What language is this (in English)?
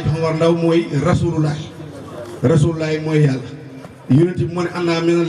Wolof